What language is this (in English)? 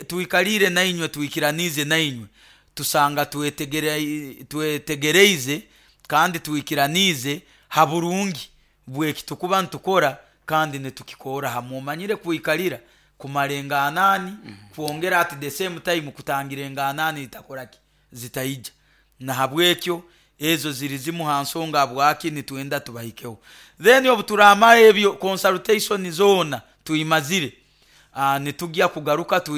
Nyoro